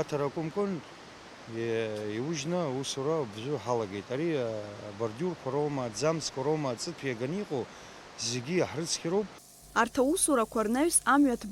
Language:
Abkhazian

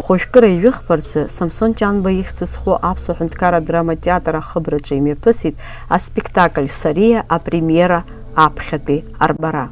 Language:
Abkhazian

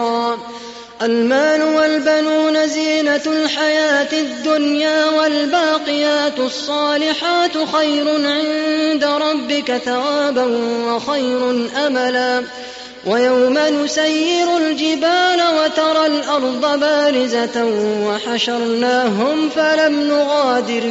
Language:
Arabic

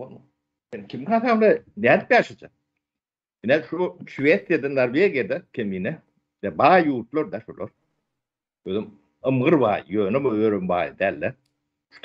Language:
Turkmen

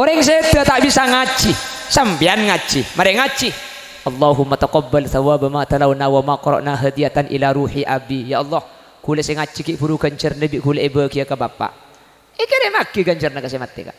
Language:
Madurese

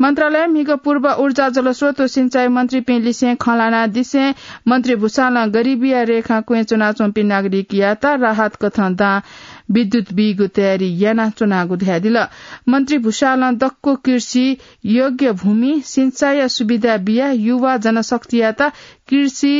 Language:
Newari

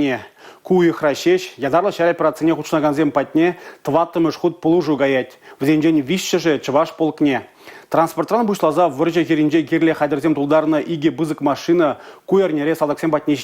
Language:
Chuvash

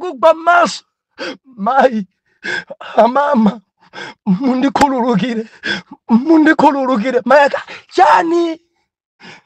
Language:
Nyanja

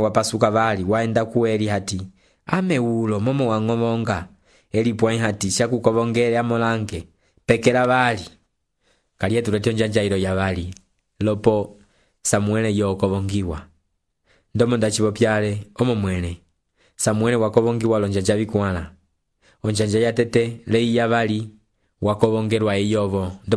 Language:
Umbundu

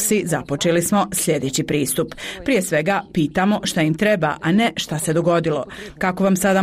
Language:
Bosnian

